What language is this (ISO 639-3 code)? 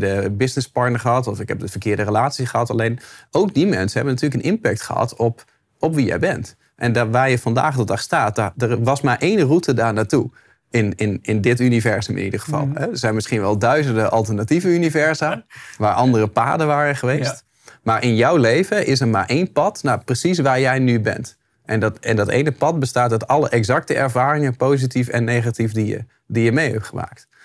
nld